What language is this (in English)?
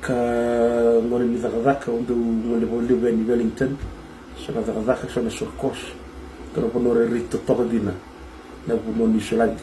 Fijian